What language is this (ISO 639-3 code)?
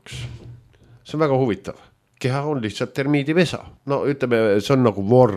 est